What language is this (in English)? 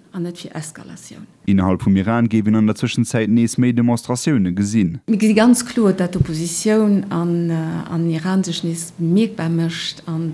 Luxembourgish